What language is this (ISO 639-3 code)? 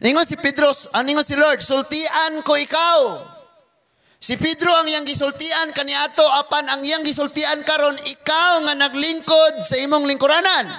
ceb